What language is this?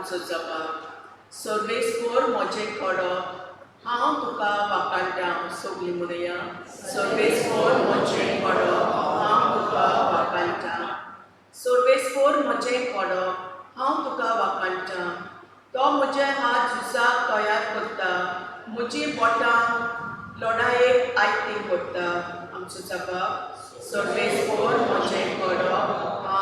Konkani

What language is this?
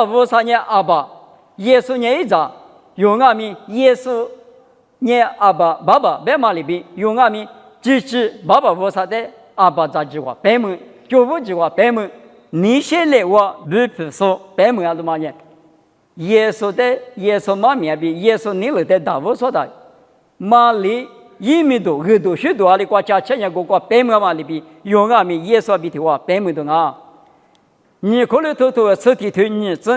Lisu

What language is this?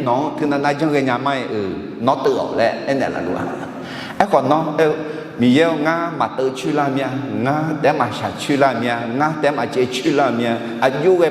Akha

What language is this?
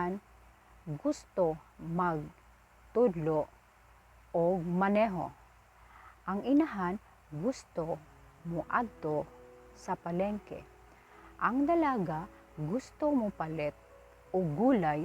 Cebuano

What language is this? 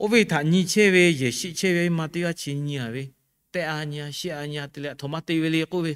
Lahu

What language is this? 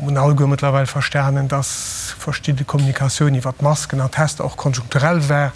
Luxembourgish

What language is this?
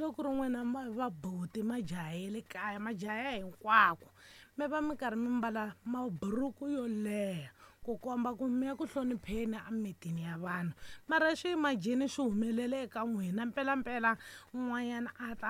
Tsonga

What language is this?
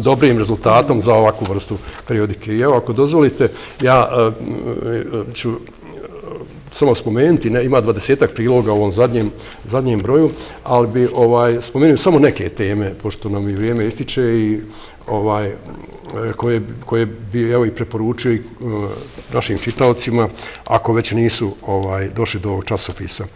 Bosnian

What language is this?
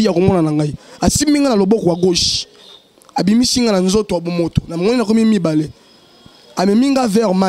Lingala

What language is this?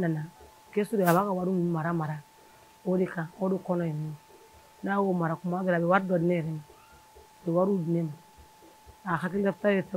Bambara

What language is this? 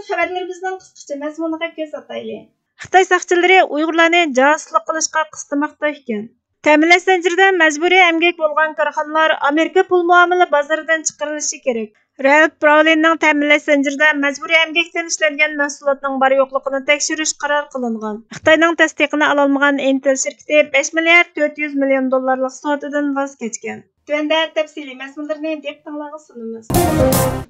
Uyghur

